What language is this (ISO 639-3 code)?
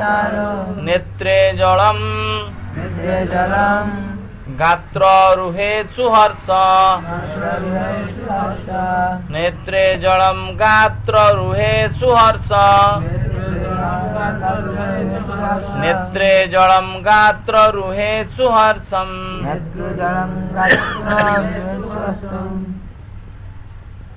ori